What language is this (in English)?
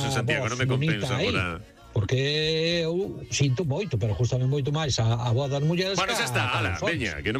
Galician